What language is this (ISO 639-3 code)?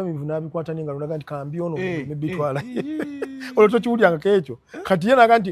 lug